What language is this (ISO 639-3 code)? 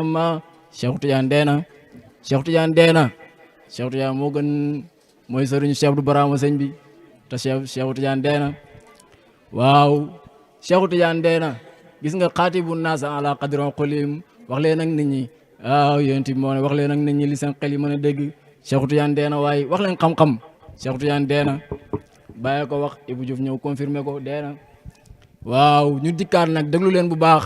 wol